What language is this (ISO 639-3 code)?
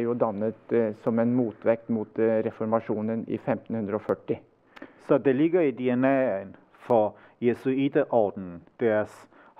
dan